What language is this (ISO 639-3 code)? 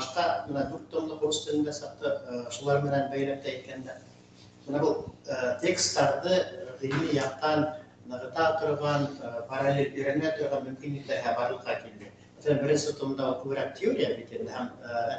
bak